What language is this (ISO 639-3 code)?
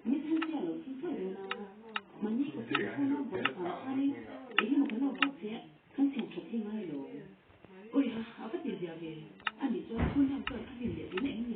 lus